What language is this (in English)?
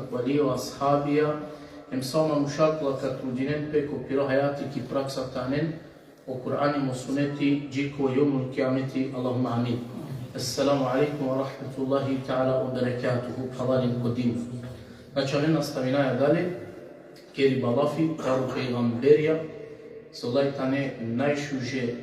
Balkan Romani